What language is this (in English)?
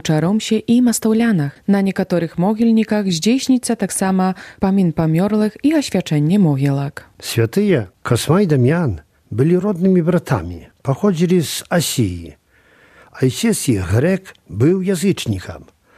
Belarusian